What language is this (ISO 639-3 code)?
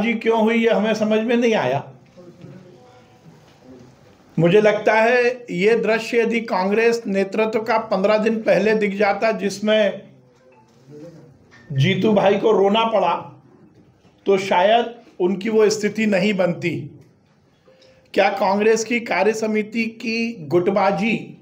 hin